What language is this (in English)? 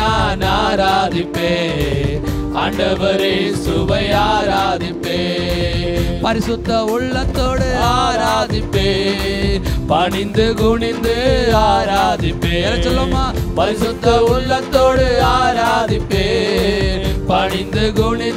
Tamil